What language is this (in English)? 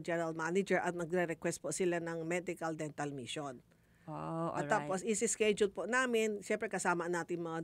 Filipino